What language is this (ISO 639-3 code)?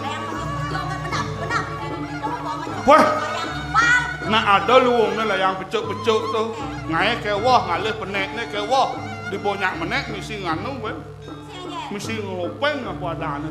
ban